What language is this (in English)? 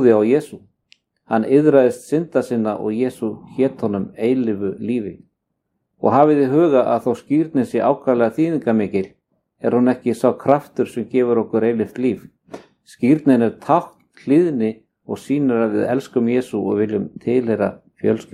Icelandic